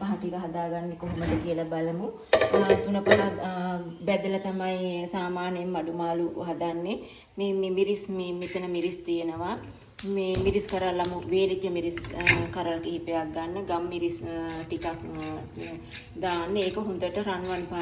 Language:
Sinhala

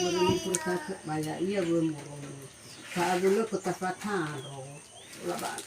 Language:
Nias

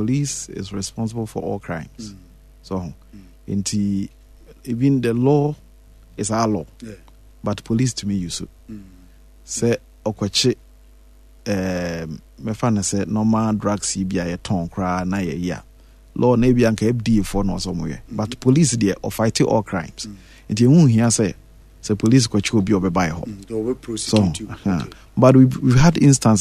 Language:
Akan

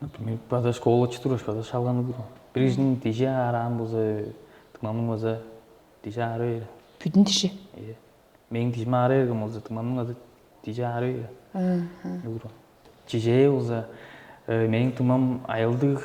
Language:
Tuvinian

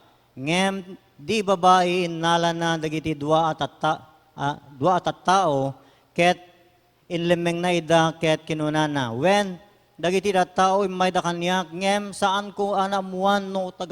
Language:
Iloko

